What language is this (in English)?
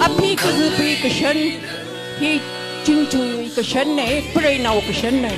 Tangkhul Naga (India)